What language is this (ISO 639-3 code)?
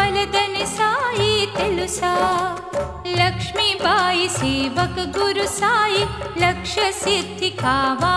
tel